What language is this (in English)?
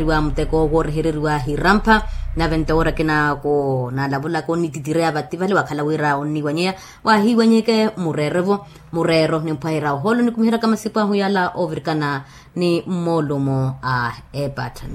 Makhuwa